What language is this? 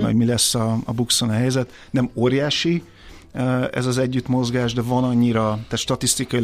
Hungarian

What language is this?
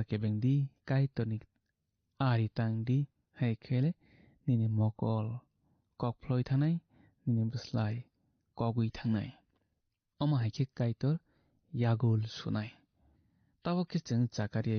Kok Borok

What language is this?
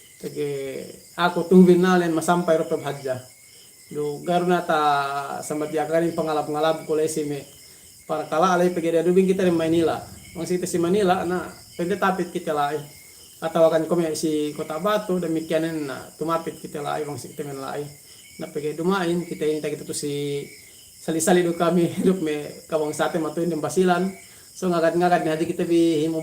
Yakan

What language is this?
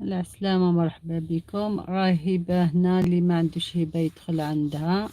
Algerian Arabic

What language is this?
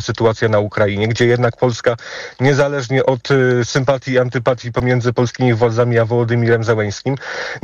Polish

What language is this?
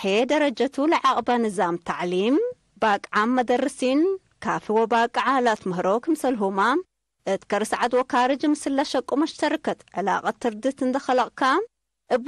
Tigre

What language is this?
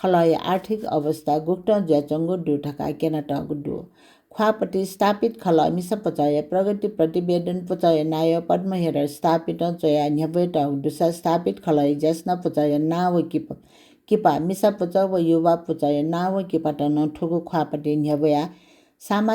Newari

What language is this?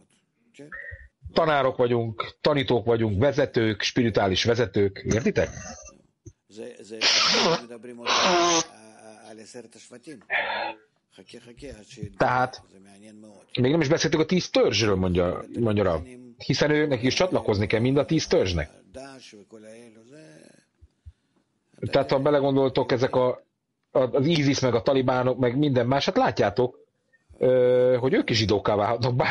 Hungarian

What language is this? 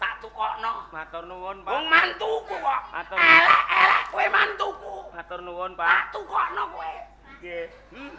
Javanese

